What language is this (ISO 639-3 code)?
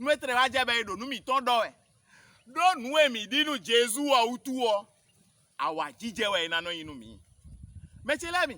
fon